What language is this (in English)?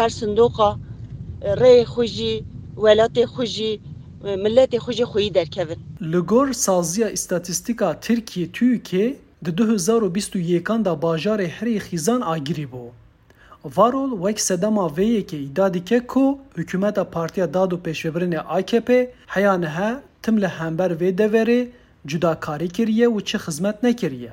Kurdish